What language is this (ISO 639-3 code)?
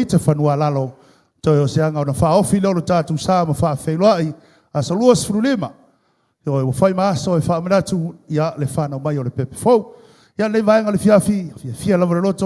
smo